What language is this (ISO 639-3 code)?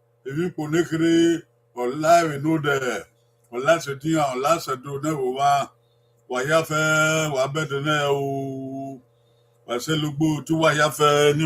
bin